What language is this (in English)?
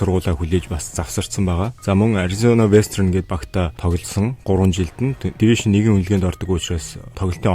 Mongolian